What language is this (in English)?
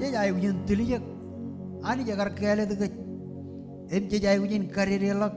Marshallese